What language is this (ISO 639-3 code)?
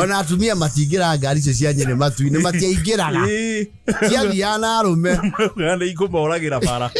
kik